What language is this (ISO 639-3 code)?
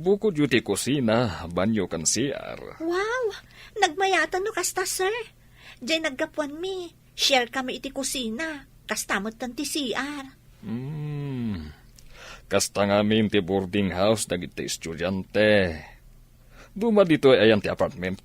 ilo